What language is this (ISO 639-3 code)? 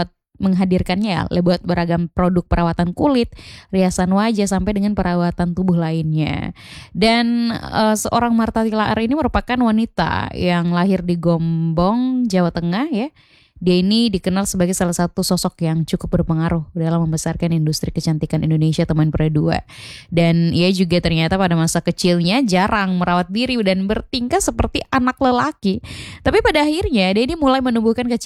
ind